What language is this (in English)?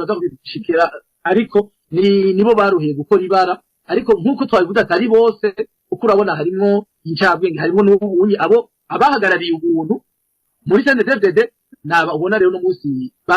Rundi